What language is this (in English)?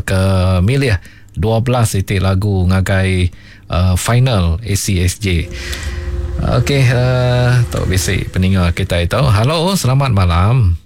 Iban